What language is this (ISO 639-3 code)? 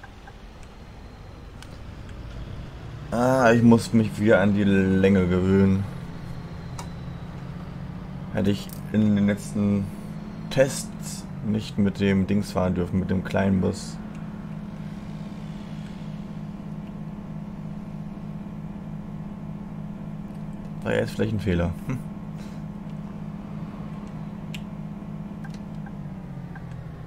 deu